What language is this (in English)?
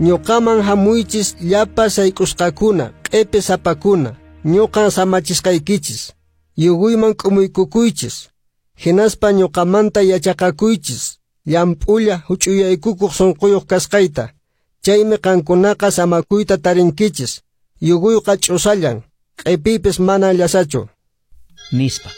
Quechua